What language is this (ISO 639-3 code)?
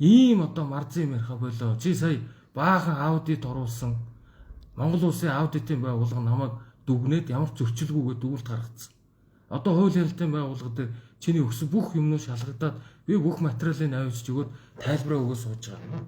mon